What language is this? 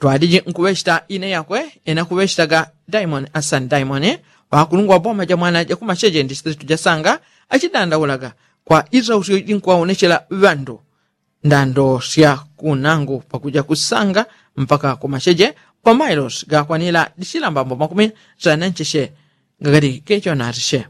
Yao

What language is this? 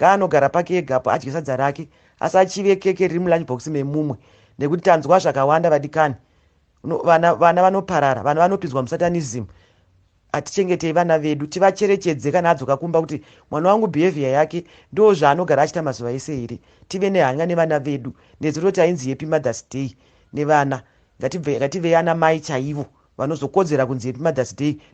Shona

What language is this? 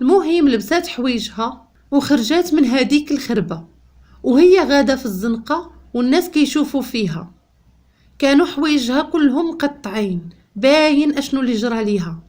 Moroccan Arabic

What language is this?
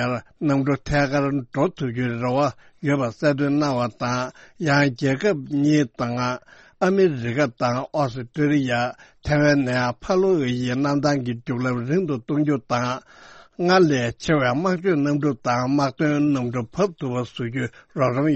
Tibetan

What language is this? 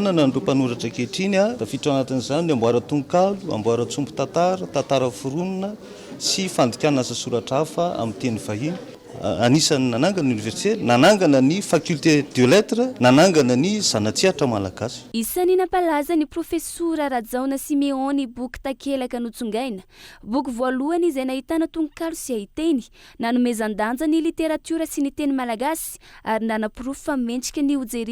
Malagasy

